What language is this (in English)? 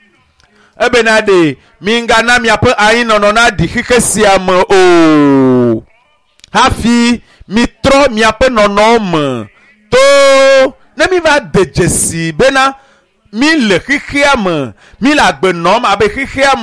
Ewe